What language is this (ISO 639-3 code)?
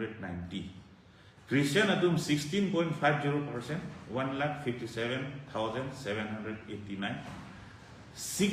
mjw